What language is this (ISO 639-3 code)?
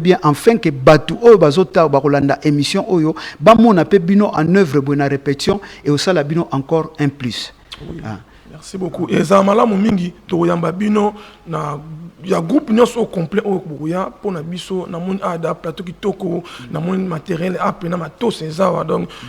lin